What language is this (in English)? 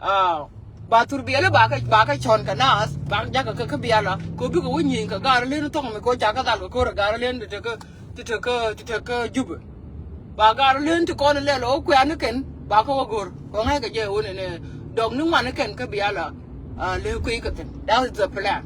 Nuer